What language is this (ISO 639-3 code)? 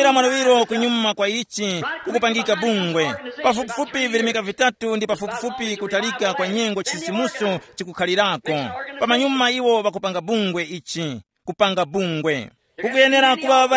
tum